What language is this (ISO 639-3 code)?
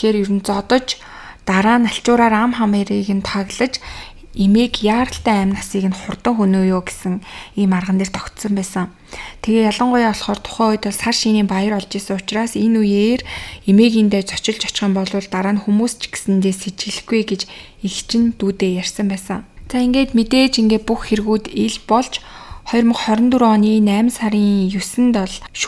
mon